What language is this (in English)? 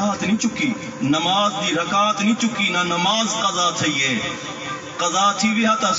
Saraiki